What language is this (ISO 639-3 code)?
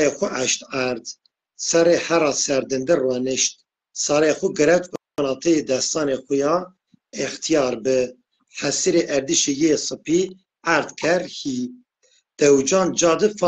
zza